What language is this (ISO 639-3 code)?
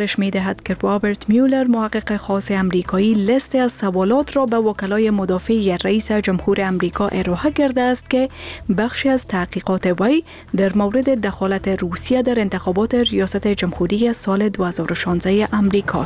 fas